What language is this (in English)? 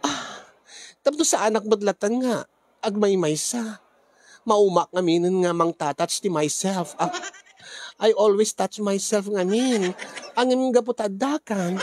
Iloko